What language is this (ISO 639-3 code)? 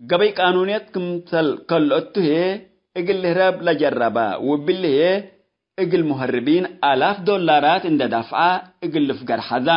tig